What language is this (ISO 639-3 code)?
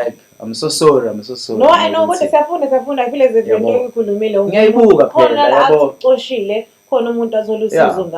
zul